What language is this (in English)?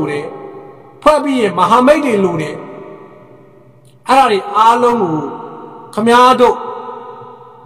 Burmese